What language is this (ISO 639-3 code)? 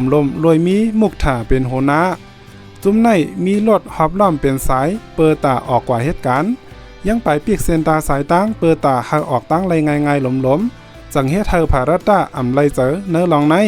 shn